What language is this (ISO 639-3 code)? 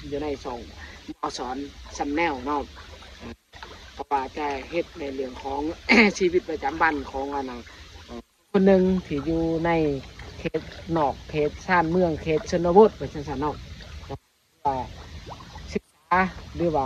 lao